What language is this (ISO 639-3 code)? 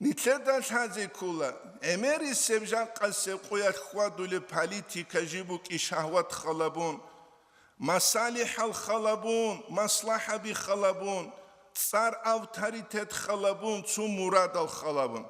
ava